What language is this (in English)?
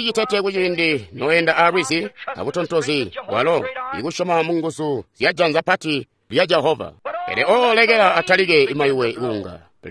Tonga (Zambia)